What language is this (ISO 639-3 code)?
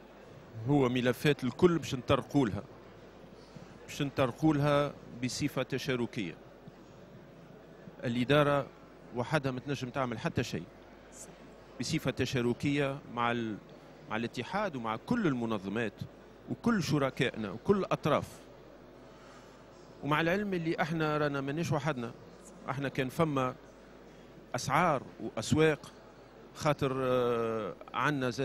aeb